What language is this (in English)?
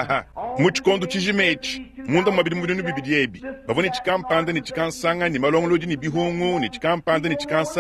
Luba-Lulua